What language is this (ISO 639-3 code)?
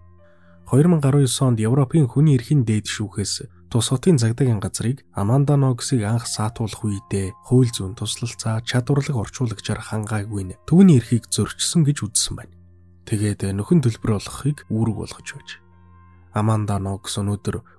mon